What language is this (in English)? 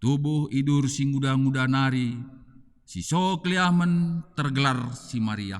Batak Karo